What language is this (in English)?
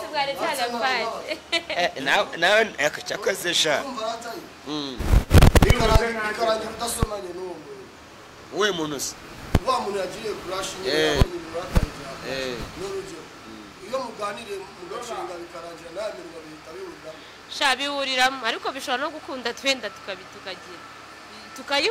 Kinyarwanda